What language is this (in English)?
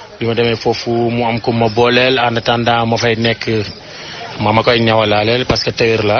Wolof